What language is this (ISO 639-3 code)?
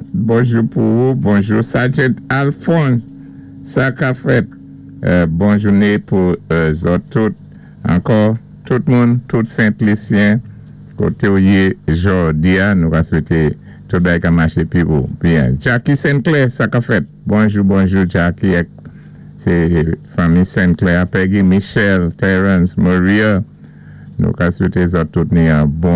acf